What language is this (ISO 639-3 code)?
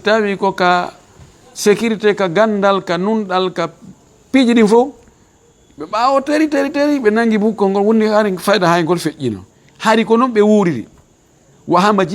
ful